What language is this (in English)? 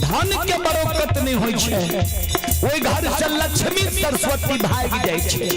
Maithili